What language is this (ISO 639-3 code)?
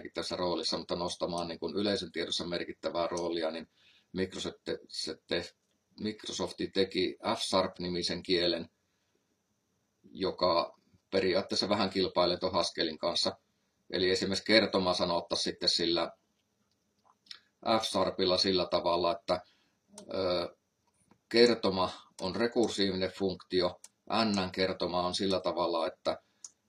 fin